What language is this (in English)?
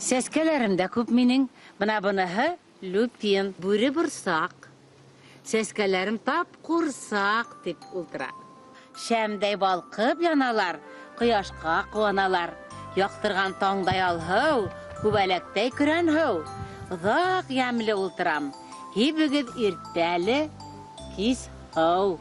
Bashkir